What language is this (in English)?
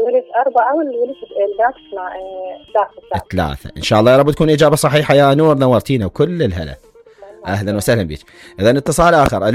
Mesopotamian Arabic